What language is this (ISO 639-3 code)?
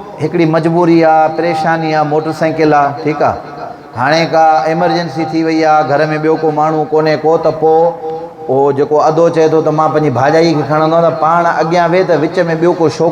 snd